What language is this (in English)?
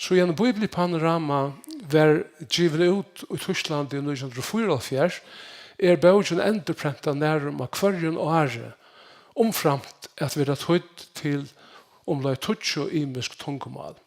Faroese